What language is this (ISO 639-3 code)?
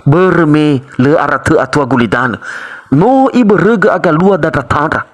nia